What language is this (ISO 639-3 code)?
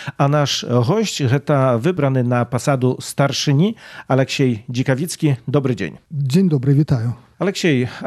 bel